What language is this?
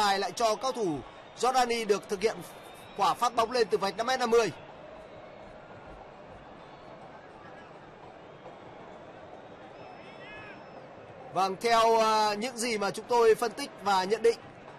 Vietnamese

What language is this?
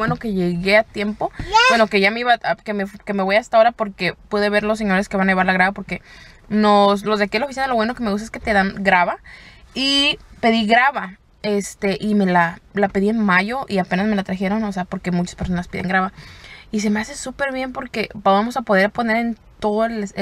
Spanish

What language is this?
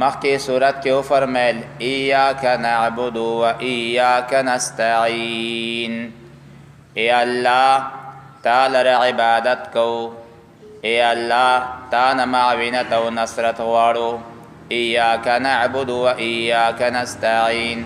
Pashto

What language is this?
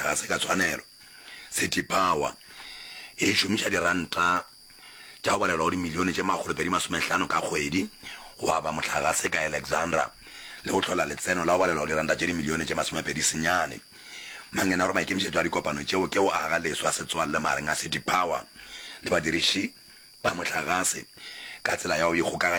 Northern Sotho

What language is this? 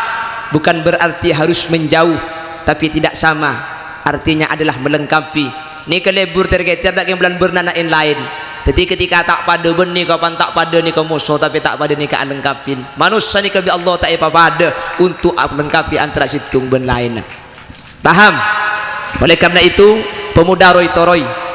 Madurese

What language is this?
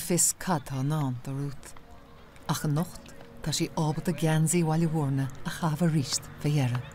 Irish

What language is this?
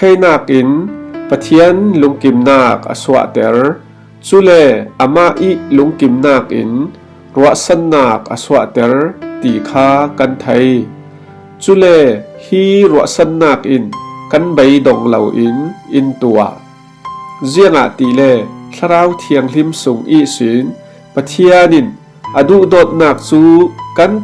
Falam Chin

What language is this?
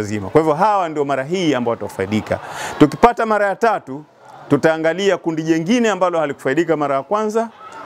Swahili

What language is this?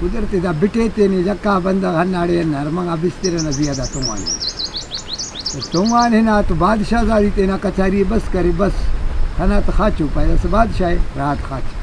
Brahui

